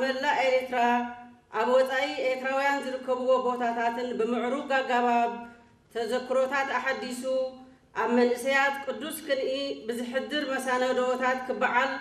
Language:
Tigrinya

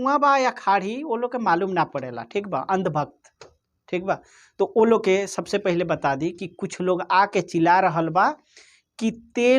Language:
Bhojpuri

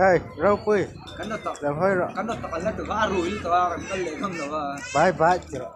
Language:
Mizo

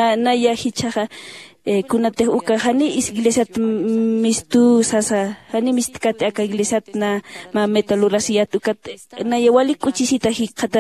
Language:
Aymara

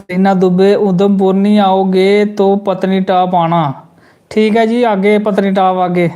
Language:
Dogri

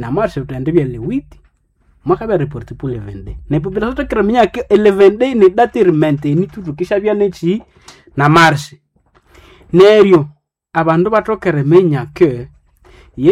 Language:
Nande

